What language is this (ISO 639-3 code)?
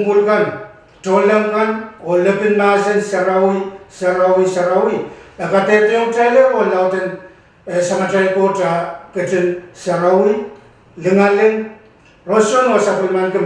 pon